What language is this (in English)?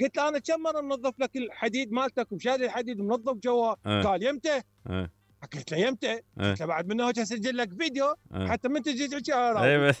Mesopotamian Arabic